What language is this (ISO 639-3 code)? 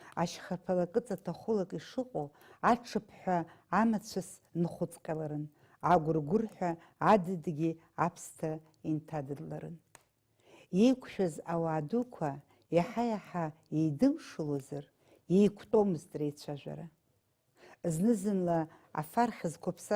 abk